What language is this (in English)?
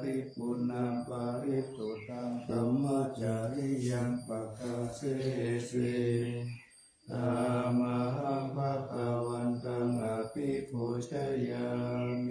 Pali